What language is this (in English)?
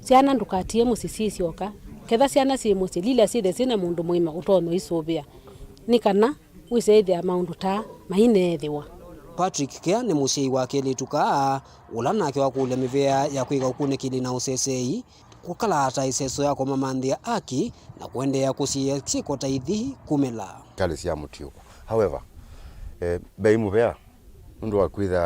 Kamba